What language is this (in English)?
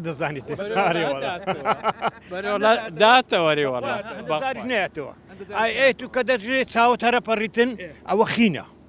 Central Kurdish